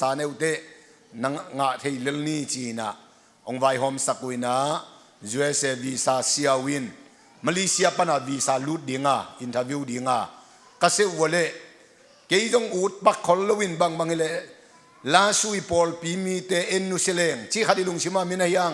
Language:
Tedim Chin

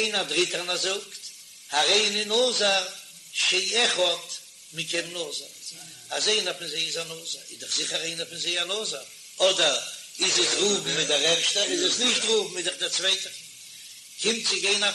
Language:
Yiddish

